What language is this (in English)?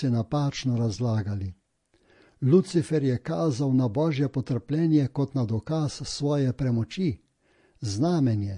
Slovenian